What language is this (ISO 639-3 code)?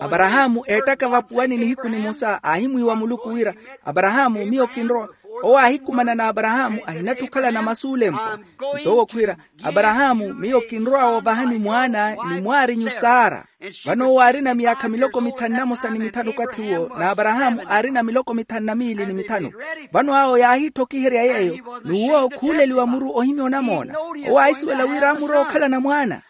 vmw